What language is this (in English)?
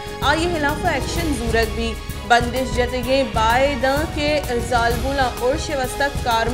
Baluchi